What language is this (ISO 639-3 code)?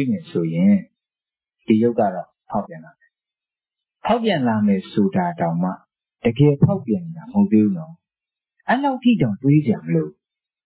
mya